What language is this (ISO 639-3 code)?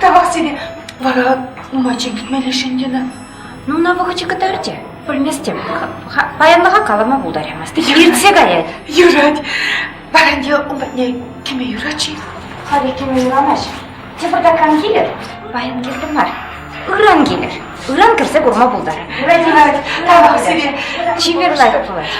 chv